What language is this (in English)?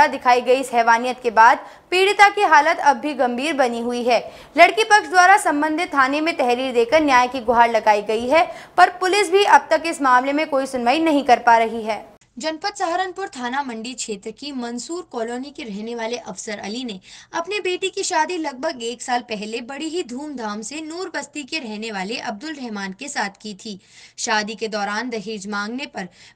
Hindi